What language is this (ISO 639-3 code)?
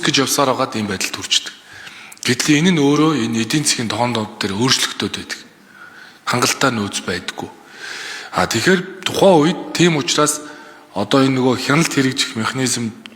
mon